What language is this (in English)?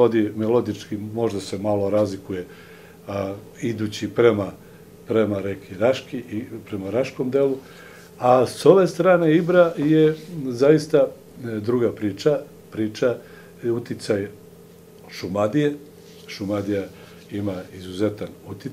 Serbian